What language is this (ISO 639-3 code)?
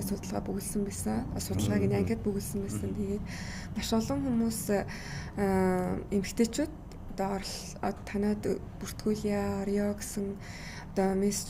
mon